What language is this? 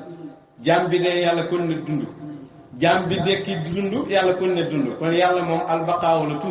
Wolof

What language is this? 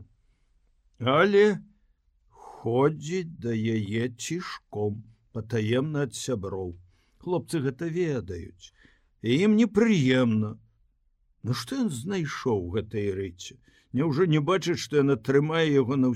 Belarusian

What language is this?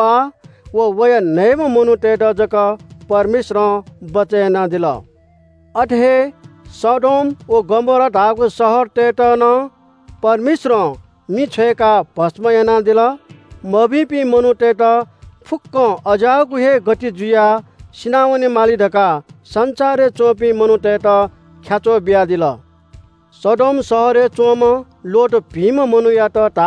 Newari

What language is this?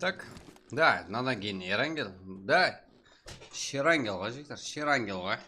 Kara-Kalpak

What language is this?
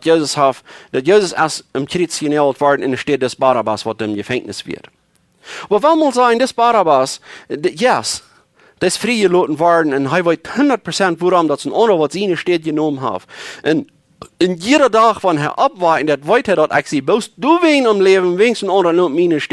Plautdietsch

